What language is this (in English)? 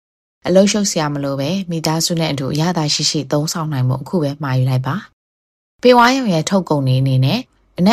Burmese